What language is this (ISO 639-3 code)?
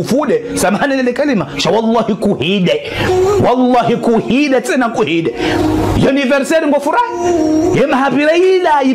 zdj